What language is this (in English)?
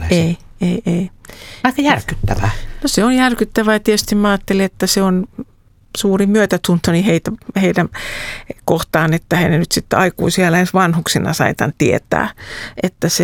Finnish